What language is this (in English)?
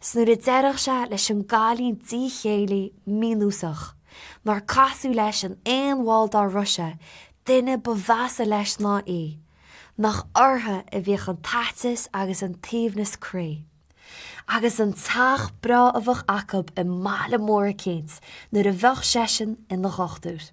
Irish